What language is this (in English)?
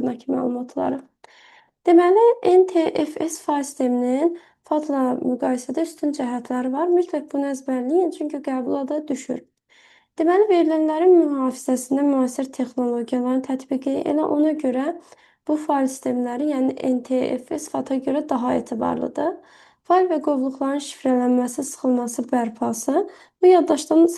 Azerbaijani